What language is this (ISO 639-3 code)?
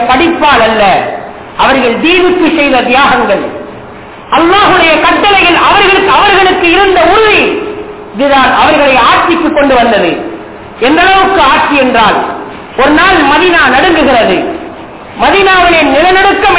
tam